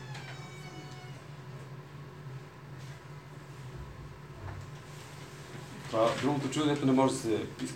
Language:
Bulgarian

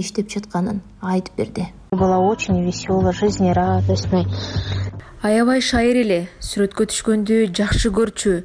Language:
Kyrgyz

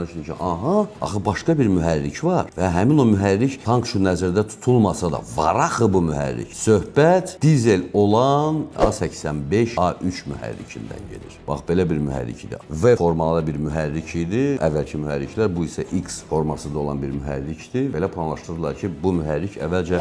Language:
Azerbaijani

